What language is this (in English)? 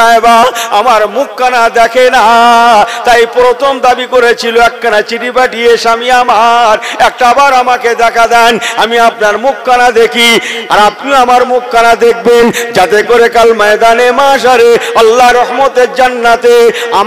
Bangla